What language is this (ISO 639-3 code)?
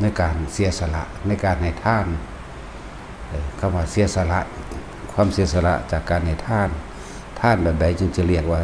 lao